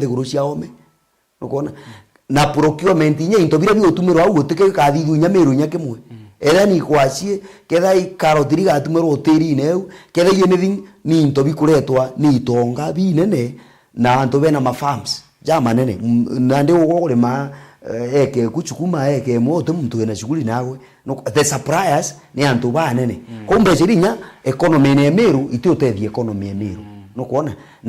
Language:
Meru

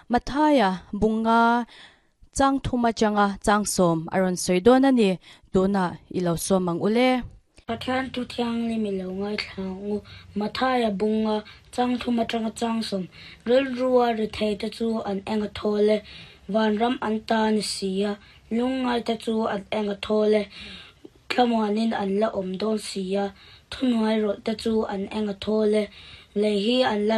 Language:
Mizo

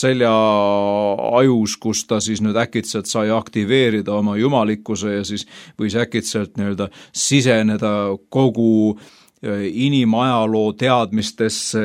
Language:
Estonian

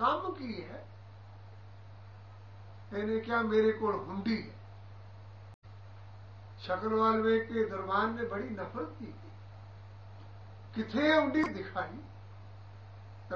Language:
Punjabi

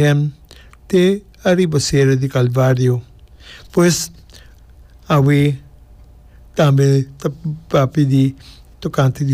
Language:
Papiamento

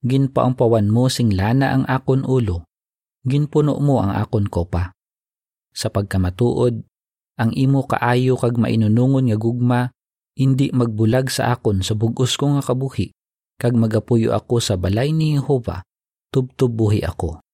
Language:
Hiligaynon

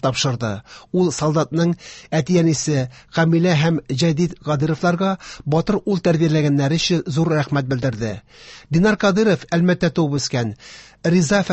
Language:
Tatar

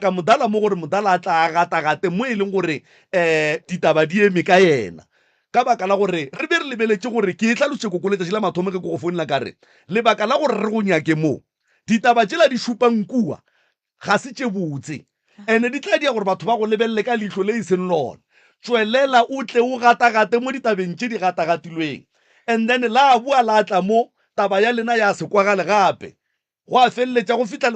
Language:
Northern Sotho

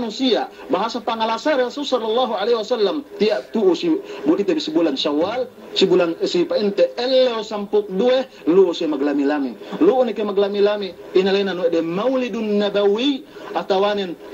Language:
Yakan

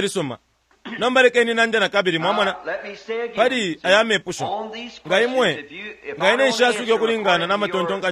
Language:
Bemba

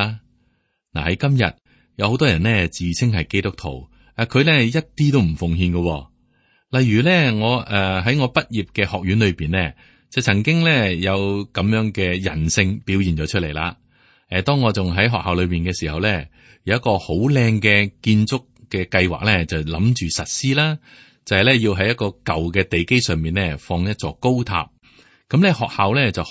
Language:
Cantonese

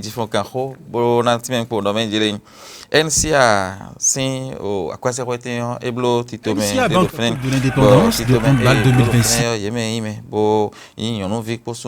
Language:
Fon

